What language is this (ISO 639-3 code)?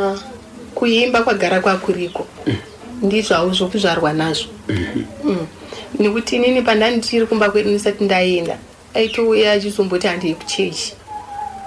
sna